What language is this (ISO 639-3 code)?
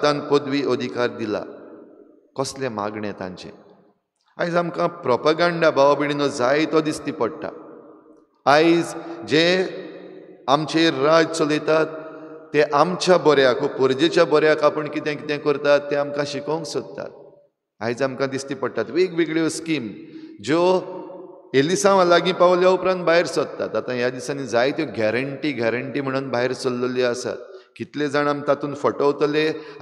kok